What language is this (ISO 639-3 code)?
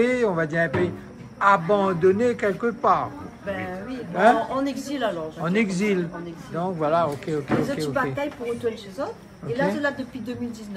rcf